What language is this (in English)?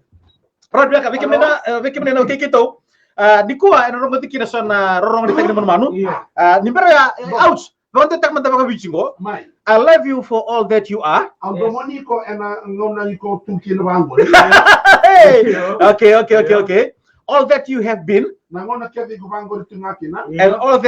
Fijian